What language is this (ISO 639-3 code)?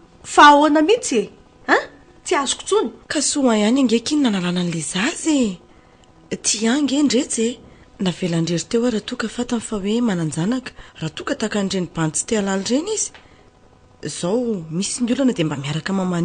mlg